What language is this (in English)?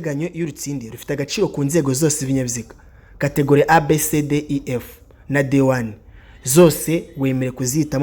Kinyarwanda